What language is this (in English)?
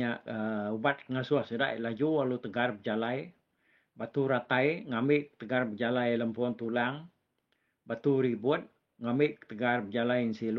Iban